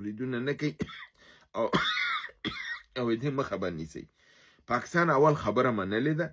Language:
Pashto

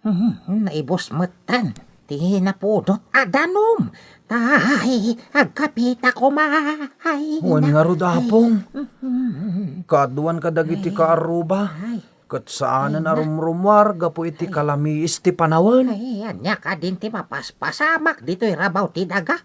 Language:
Iloko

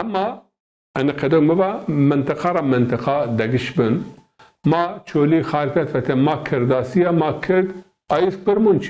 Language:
Zaza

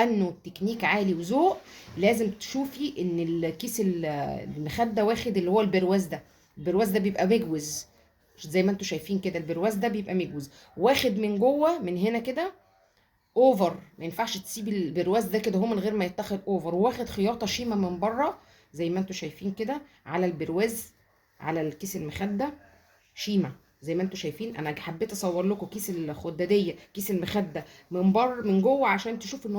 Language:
Egyptian Arabic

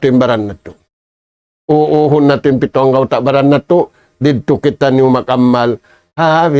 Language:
Tausug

